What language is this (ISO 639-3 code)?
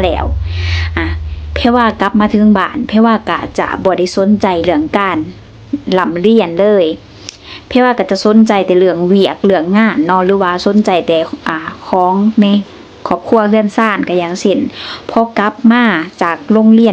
lao